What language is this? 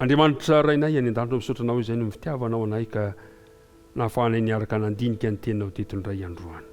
Malagasy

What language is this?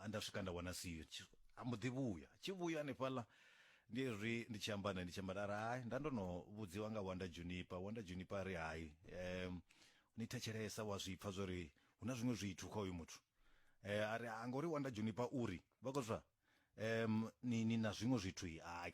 Venda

